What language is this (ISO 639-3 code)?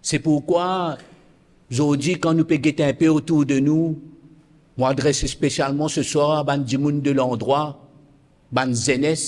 mfe